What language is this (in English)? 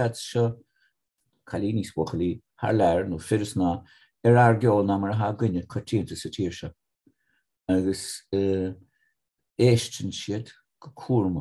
Irish